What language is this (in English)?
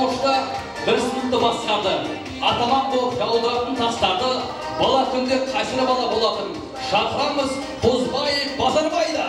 Kara-Kalpak